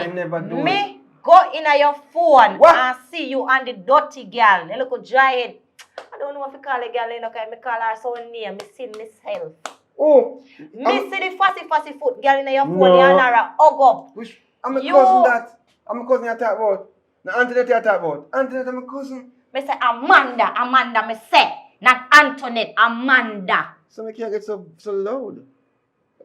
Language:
Jamaican Creole English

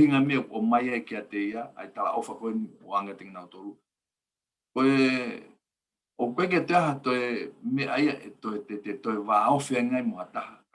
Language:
Tongan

